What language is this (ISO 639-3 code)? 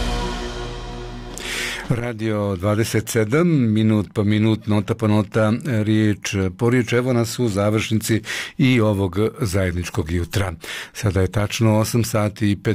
bos